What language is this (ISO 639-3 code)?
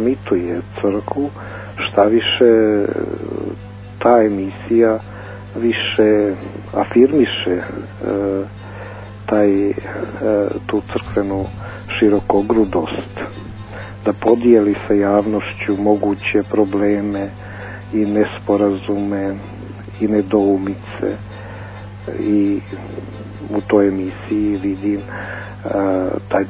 bos